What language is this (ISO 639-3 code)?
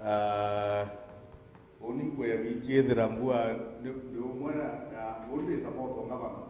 mer